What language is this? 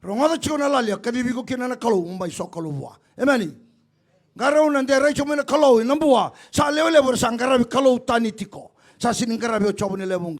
Fijian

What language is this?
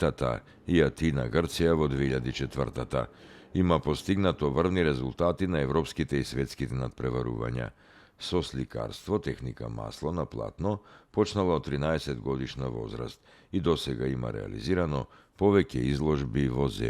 Macedonian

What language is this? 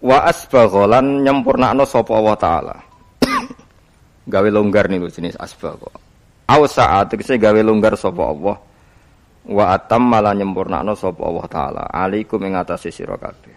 Javanese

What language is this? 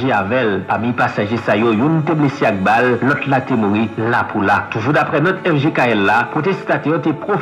Haitian Creole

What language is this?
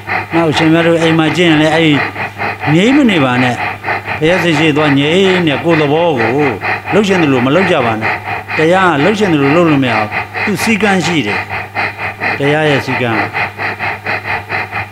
Burmese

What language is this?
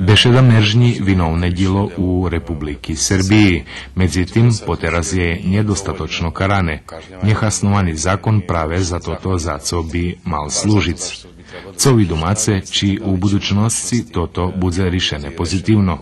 Rusyn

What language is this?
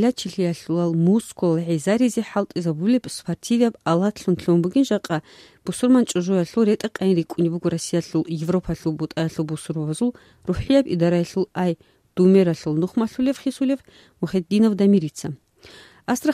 Avaric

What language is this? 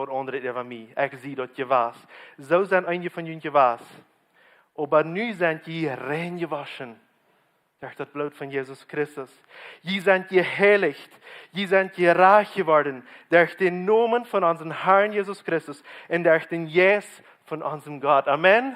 Plautdietsch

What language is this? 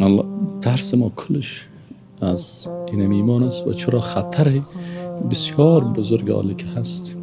Persian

